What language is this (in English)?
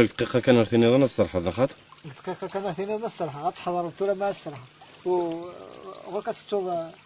Kabyle